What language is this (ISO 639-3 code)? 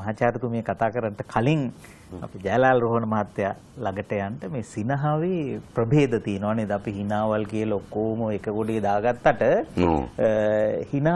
sin